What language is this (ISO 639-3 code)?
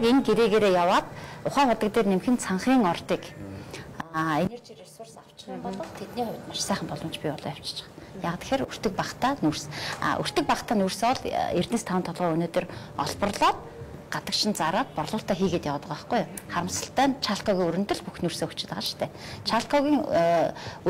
mon